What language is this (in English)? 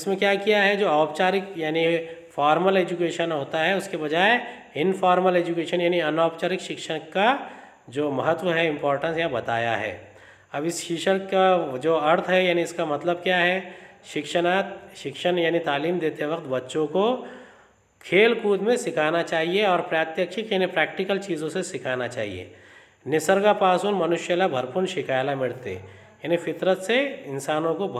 Hindi